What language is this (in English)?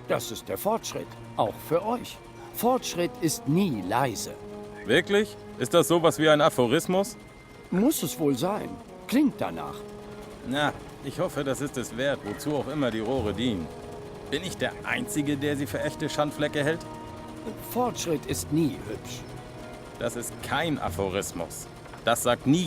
Swiss German